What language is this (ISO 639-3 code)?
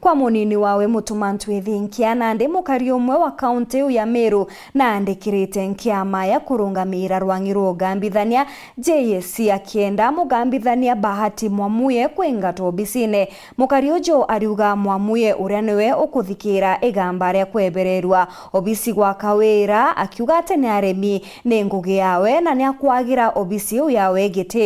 mer